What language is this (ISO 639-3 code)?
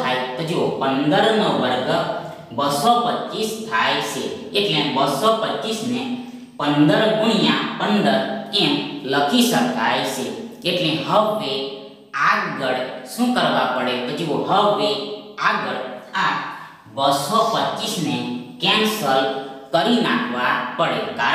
guj